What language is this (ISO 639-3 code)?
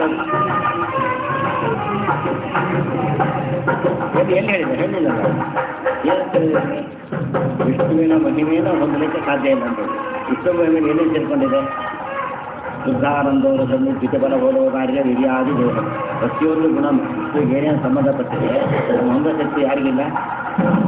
kan